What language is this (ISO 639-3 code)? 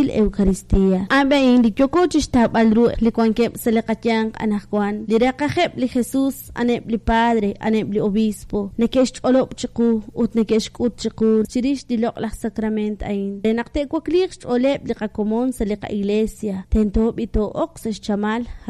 kek